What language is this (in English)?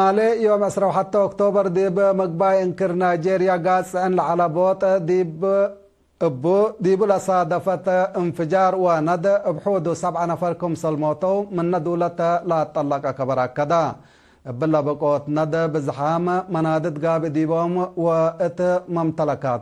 Tigre